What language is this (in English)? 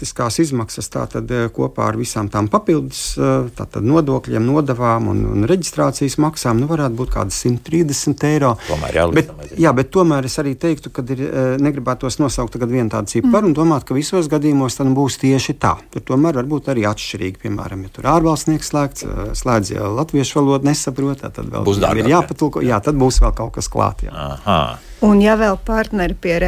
Latvian